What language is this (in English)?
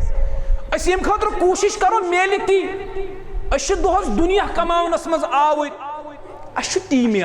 Kashmiri